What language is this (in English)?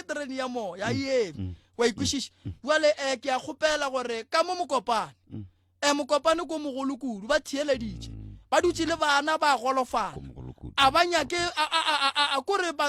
Northern Sotho